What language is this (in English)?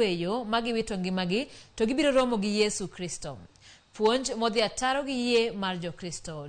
Luo (Kenya and Tanzania)